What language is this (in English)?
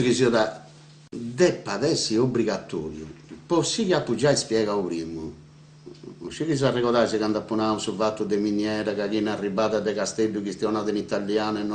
Sardinian